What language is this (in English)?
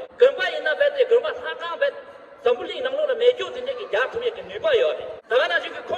Tibetan